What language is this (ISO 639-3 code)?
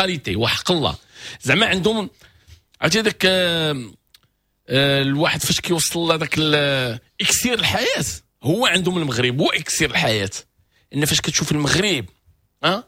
ary